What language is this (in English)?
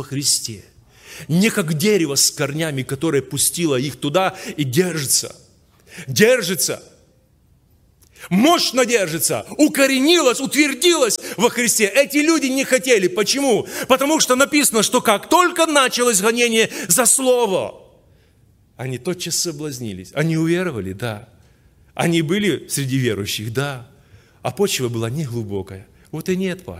Russian